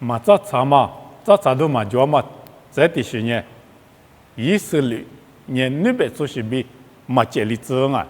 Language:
Lisu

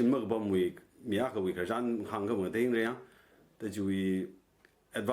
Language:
Tangkhul Naga (India)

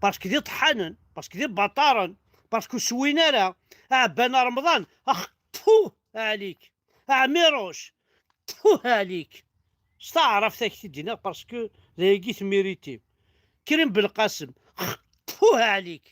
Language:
Kabyle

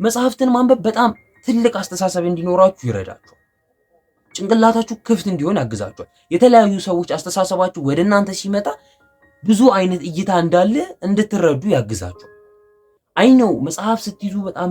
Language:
Amharic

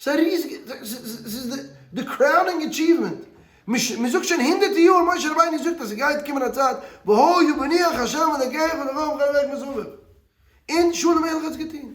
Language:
Yiddish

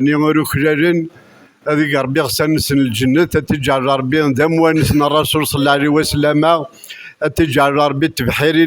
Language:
Kabyle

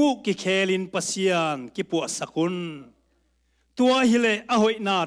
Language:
Tedim Chin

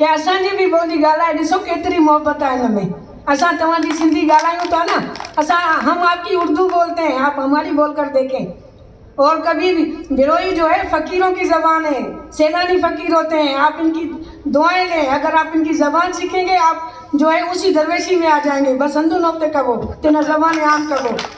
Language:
Brahui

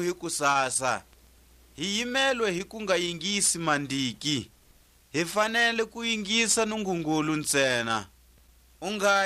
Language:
Tswa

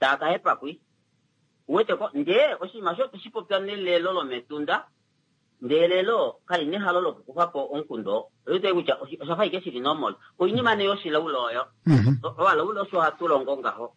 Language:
Kuanyama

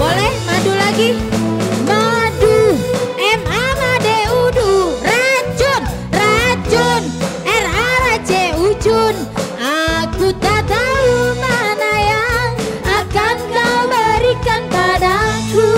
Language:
Musi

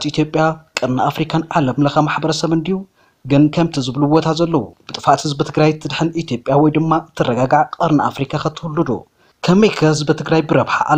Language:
Tigrinya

